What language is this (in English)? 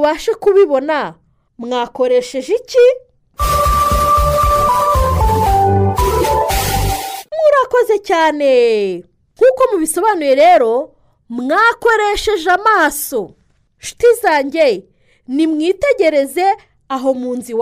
Kinyarwanda